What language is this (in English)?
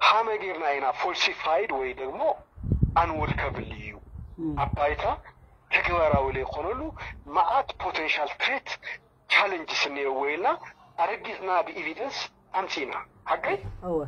Tigrinya